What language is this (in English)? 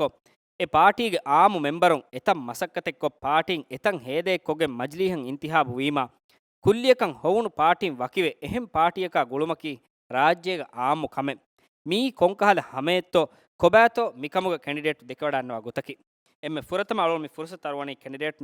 Divehi